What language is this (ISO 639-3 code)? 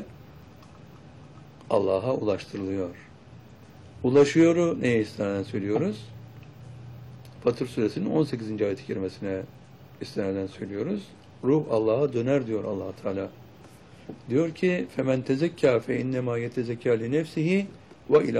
tur